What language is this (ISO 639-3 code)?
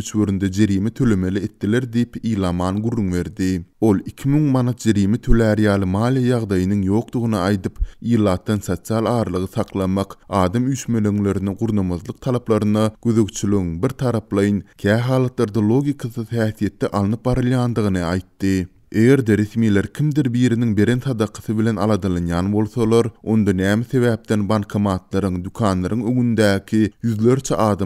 tuk